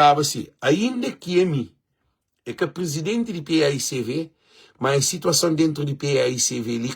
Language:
Kabuverdianu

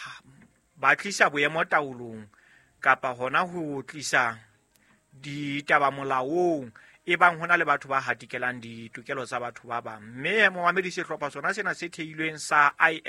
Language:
Southern Sotho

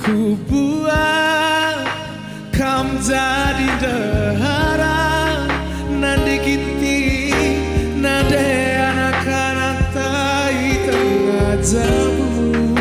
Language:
Batak Karo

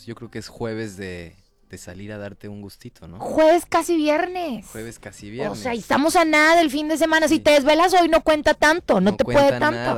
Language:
Spanish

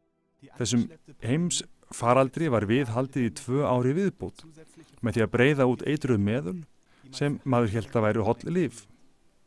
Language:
Icelandic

